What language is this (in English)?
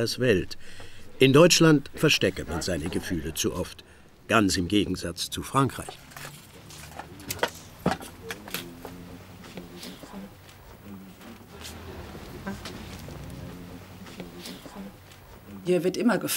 German